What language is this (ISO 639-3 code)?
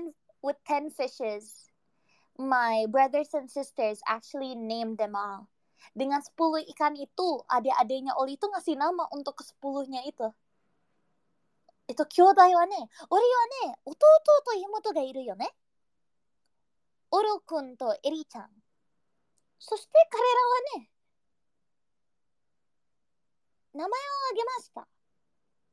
ind